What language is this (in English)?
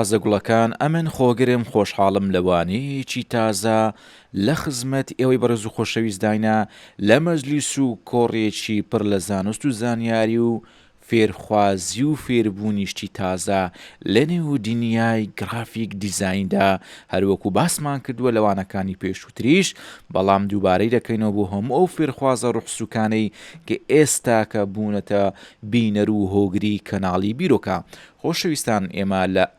Central Kurdish